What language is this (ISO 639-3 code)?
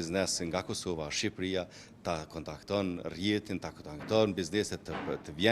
sqi